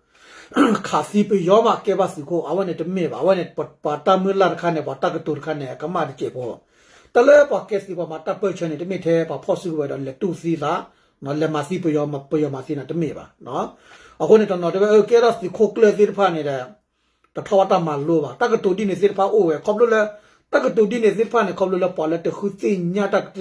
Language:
S'gaw Karen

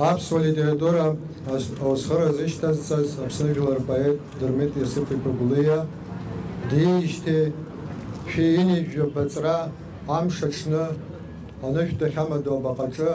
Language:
Abkhazian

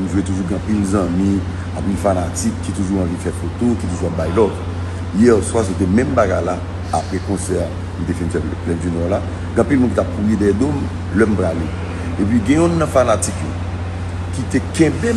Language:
Haitian Creole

